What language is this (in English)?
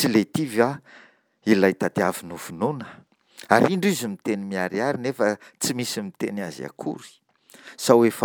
Malagasy